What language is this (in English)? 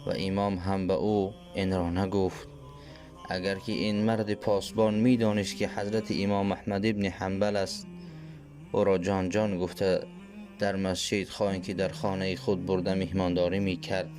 Tajik